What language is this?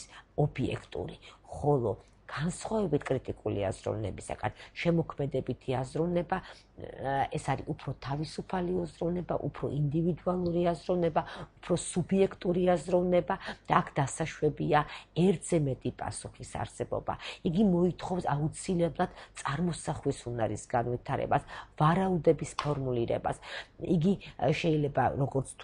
Georgian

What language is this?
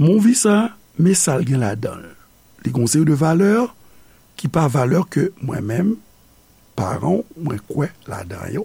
Haitian Creole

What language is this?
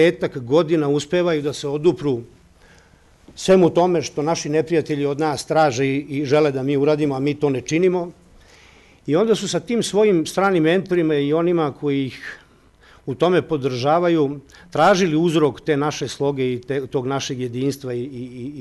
Serbian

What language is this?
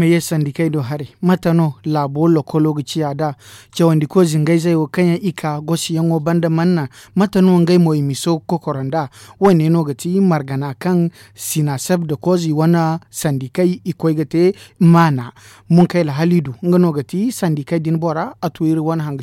Zarma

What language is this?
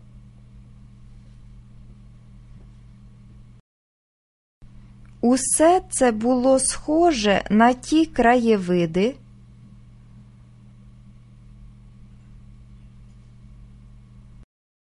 Ukrainian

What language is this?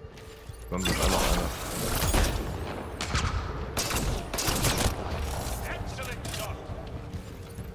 German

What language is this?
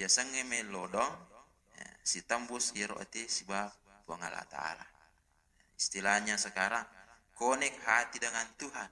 Buginese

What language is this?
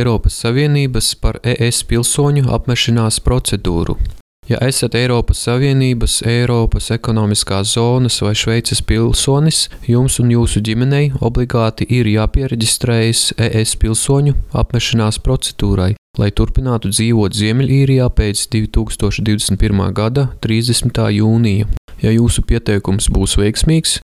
Latvian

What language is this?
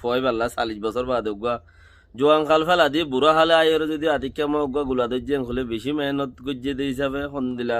Rohingya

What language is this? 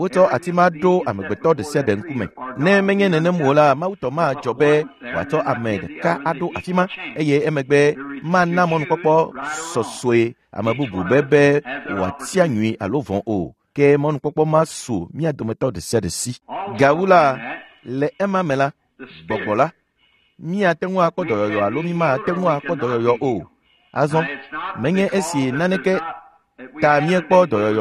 Ewe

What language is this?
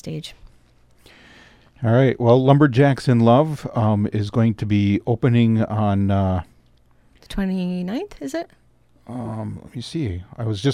English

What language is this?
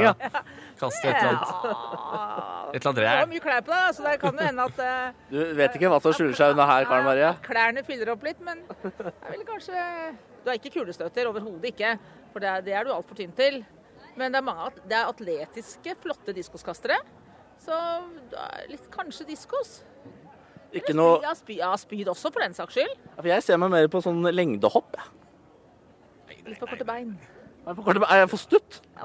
Norwegian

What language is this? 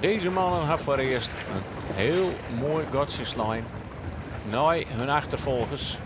Western Frisian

